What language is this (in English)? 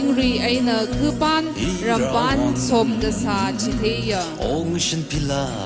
Tangkhul Naga (India)